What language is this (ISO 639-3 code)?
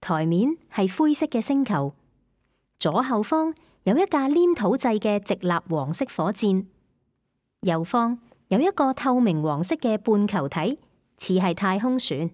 yue